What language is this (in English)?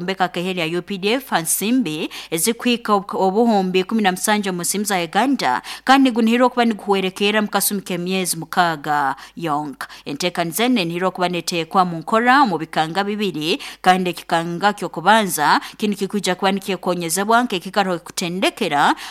Nyoro